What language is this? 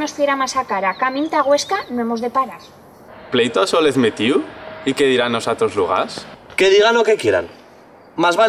Aragonese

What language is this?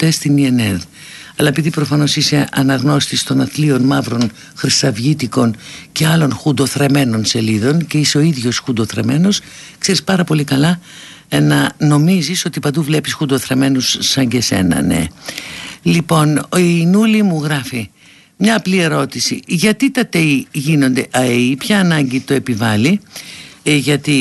Greek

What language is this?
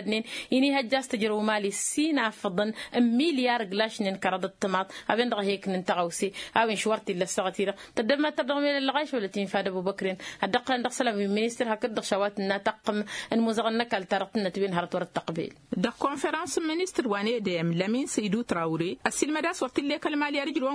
Tamasheq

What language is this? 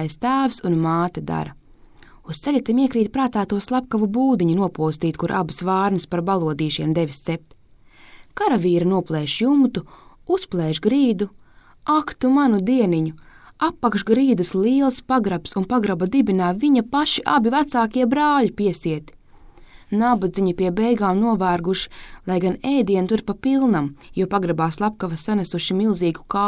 Latvian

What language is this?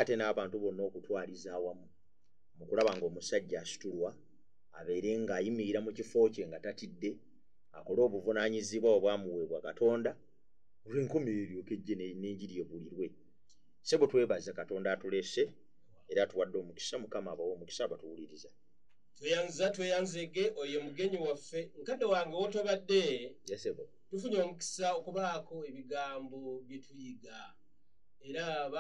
Ganda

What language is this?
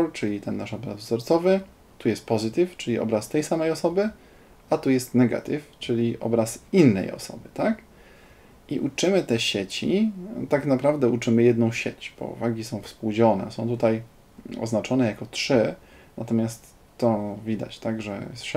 Polish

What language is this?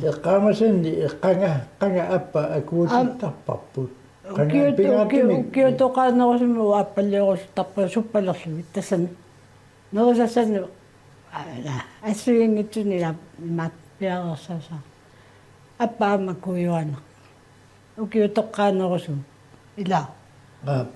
Kalaallisut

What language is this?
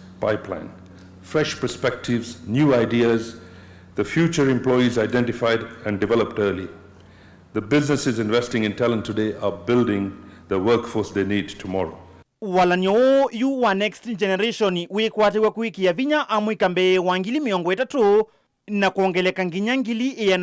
Kamba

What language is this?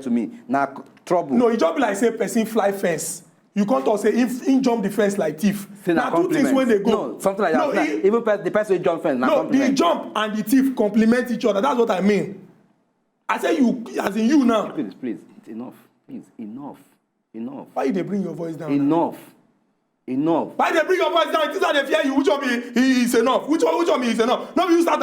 Nigerian Pidgin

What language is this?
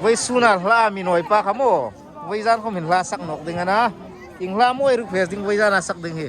Hmar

